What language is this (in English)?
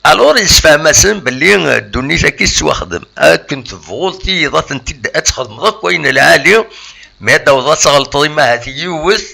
Kabyle